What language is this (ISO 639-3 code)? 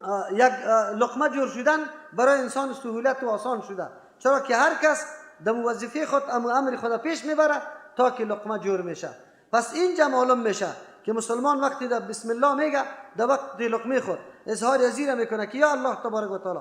fas